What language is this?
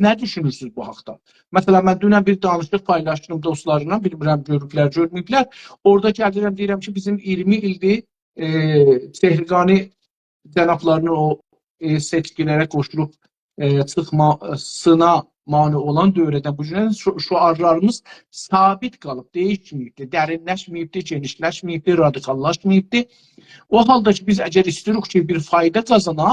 South Azerbaijani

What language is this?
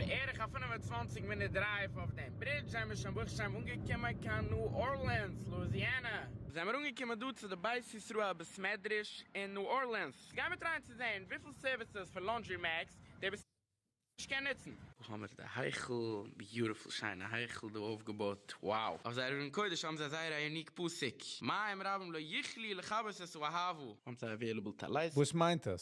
Yiddish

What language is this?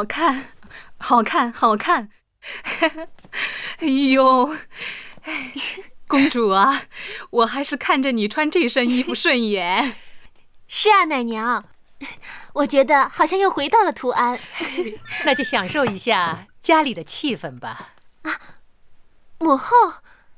Chinese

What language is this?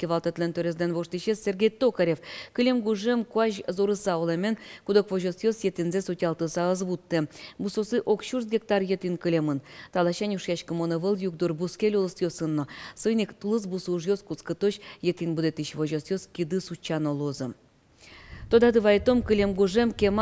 Udmurt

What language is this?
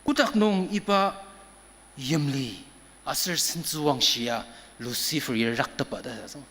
Ao Naga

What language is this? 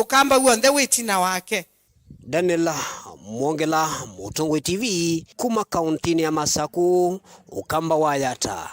Kamba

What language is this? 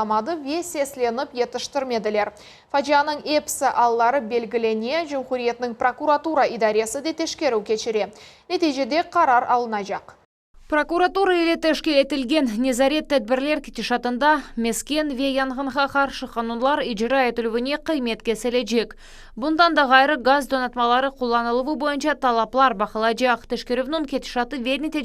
Crimean Tatar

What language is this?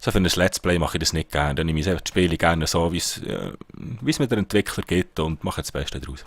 Swiss German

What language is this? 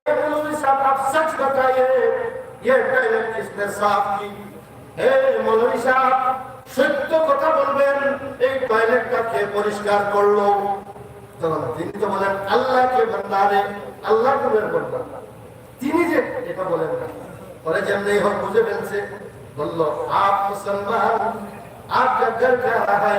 Sylheti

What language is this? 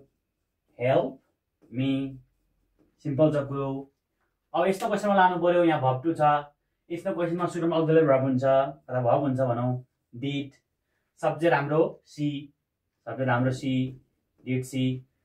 Nepali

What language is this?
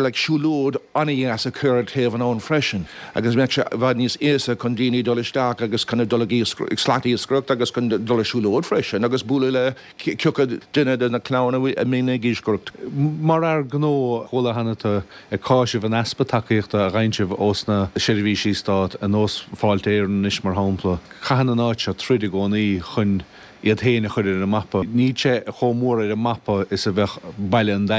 Irish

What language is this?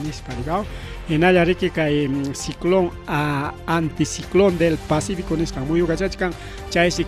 Ayacucho Quechua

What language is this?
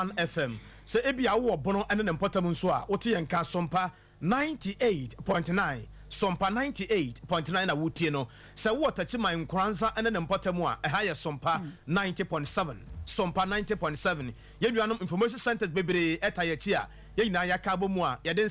Akan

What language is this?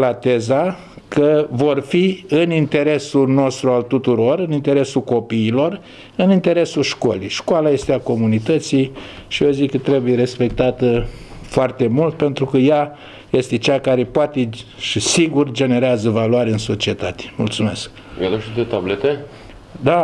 Romanian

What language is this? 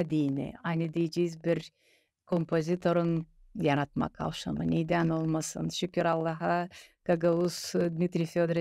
Gagauz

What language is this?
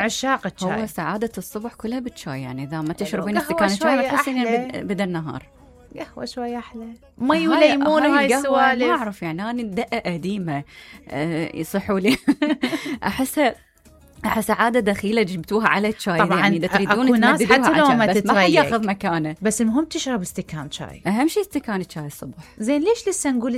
Mesopotamian Arabic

